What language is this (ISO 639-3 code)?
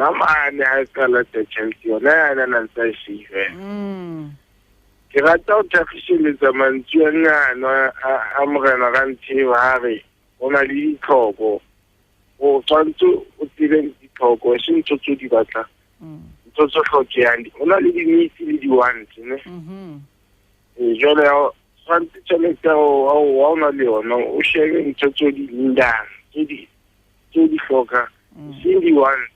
sot